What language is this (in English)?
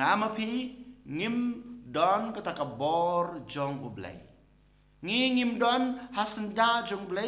Khasi